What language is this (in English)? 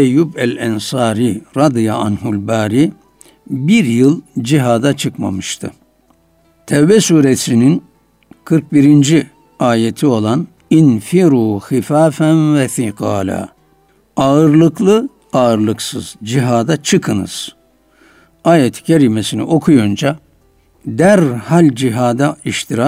Turkish